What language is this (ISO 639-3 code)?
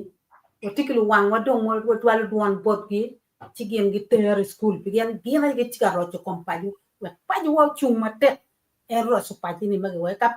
ach